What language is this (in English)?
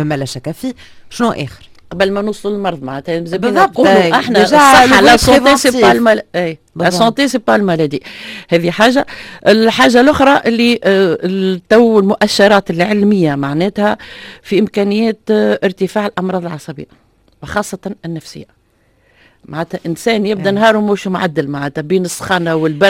Tunisian Arabic